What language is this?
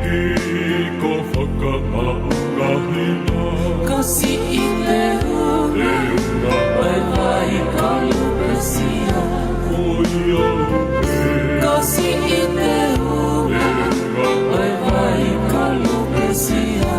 Tongan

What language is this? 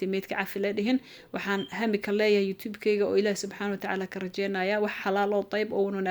Somali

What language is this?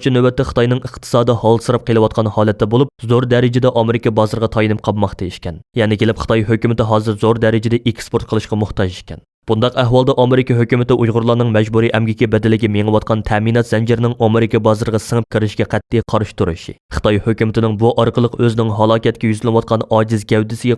Uyghur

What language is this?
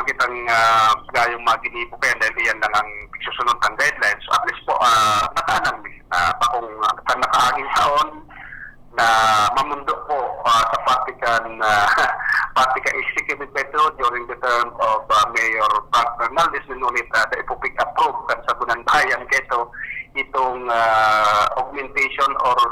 Bikol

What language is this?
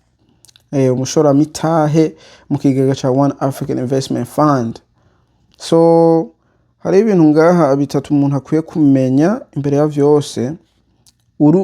Rundi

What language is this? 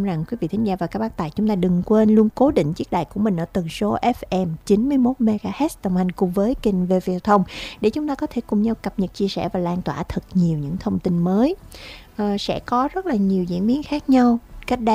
Vietnamese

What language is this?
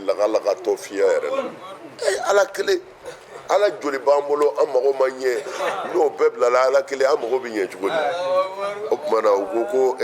Bambara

